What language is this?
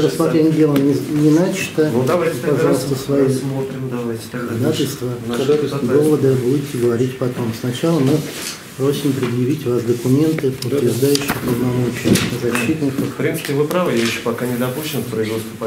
Russian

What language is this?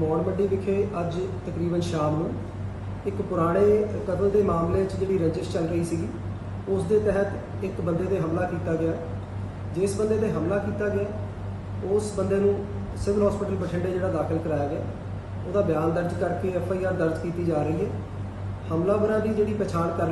Punjabi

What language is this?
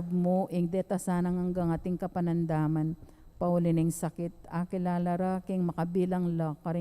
Pampanga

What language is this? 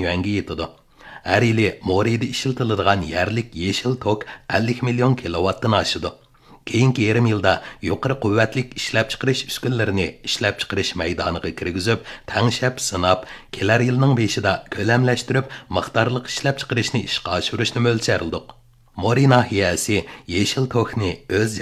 Uyghur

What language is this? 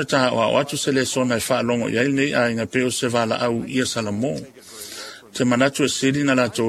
Samoan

